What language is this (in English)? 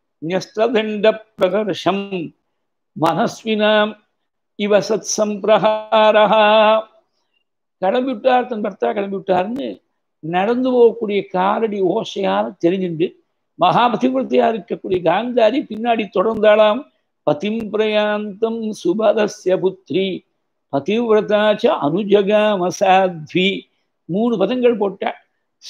Tamil